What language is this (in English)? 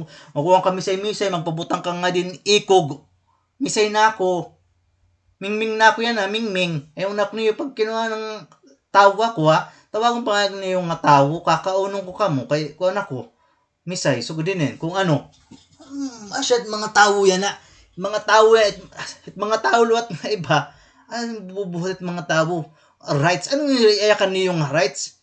Waray